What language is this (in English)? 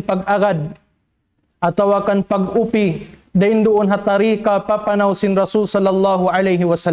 Tausug